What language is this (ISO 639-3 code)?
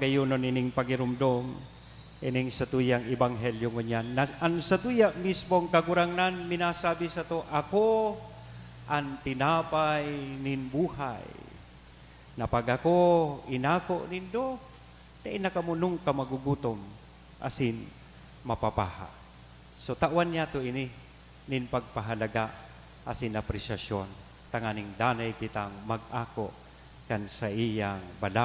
bik